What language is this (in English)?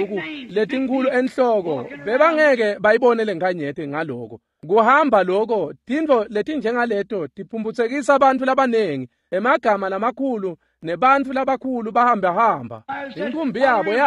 Swati